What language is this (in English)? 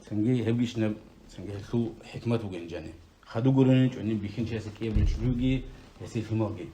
Avaric